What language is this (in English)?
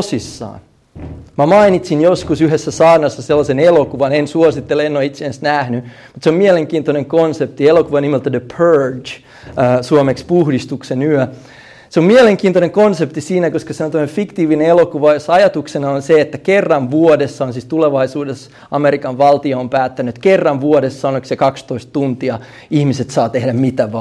Finnish